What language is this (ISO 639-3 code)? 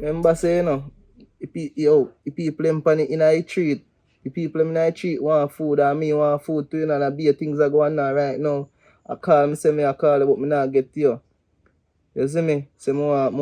jam